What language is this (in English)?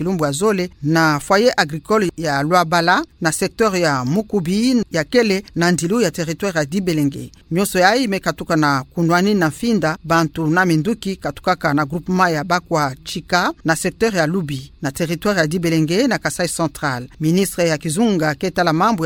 Kituba (Democratic Republic of Congo)